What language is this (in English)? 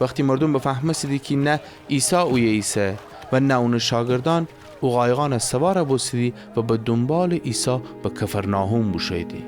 Gilaki